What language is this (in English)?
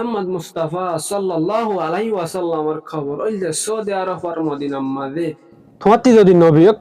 Rohingya